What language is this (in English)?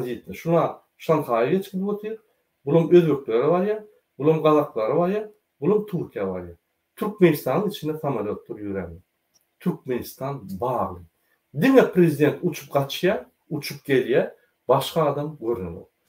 Turkmen